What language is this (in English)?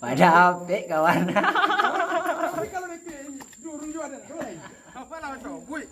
Minangkabau